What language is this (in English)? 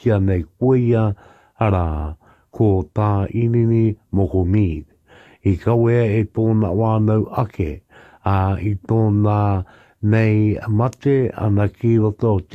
Māori